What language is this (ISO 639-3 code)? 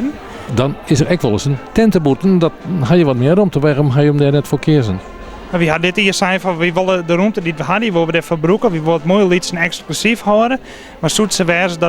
fry